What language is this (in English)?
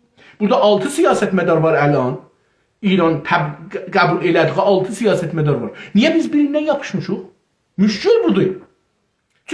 South Azerbaijani